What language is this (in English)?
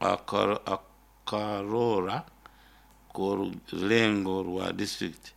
Nyoro